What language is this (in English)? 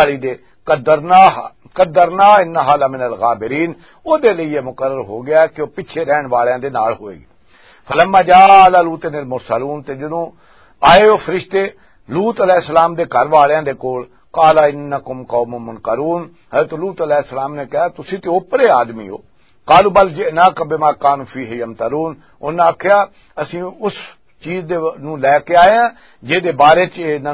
Western Panjabi